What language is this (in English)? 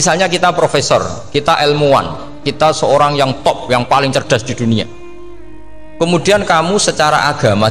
Indonesian